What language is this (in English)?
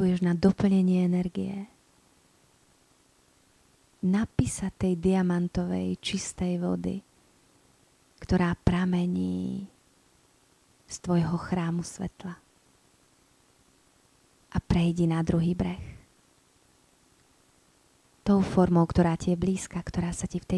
Slovak